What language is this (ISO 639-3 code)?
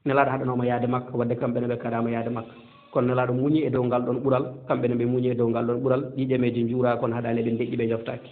ful